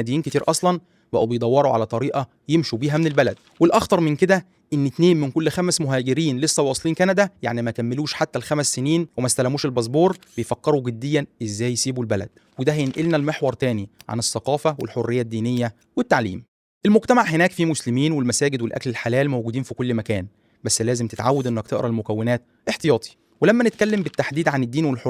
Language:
Egyptian Arabic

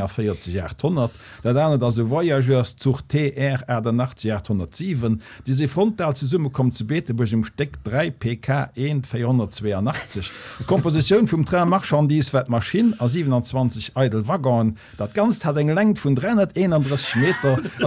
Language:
Luxembourgish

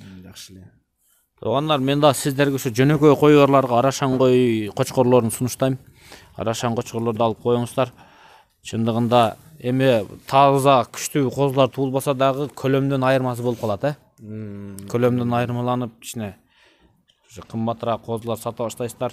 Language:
Kyrgyz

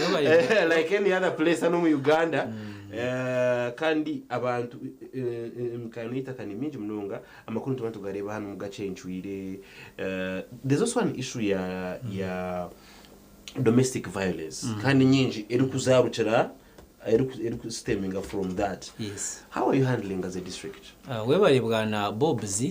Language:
Nyankole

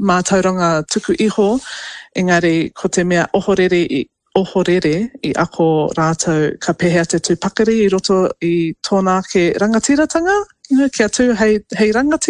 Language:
Māori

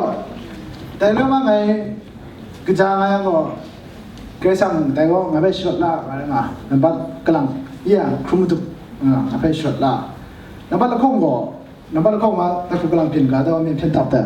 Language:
Kachin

